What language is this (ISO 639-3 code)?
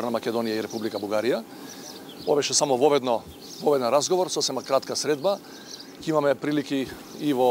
mkd